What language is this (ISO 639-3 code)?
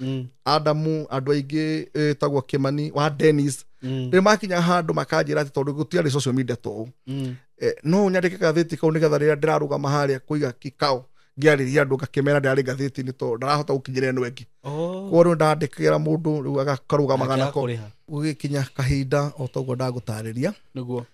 kik